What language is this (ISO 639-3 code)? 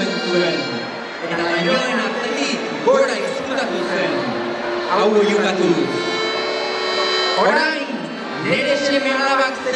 eus